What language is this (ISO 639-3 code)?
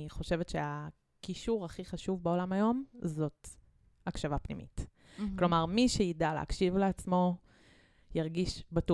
heb